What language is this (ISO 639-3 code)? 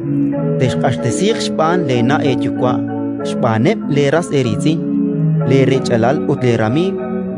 kek